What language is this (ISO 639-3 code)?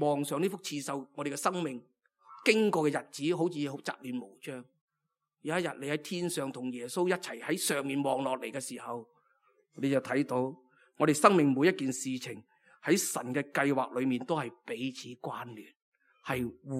yue